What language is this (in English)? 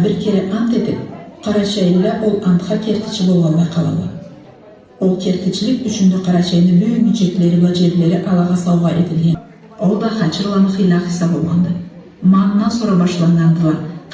Karachay-Balkar